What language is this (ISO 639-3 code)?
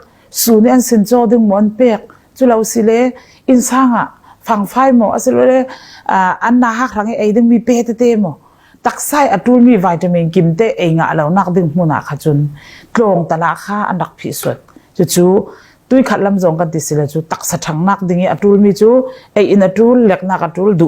cfm